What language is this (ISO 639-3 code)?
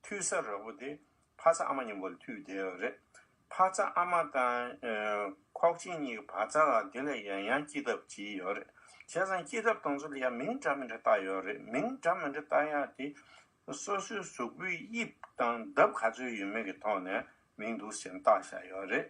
bod